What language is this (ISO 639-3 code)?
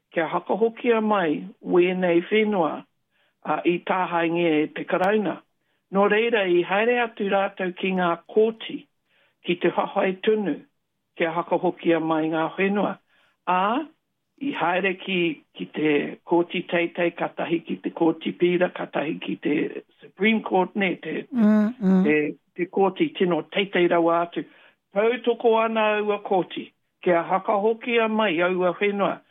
mri